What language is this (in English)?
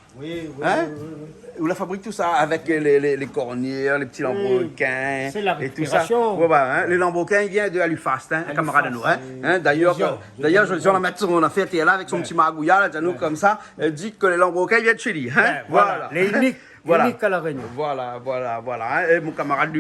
Réunion Creole French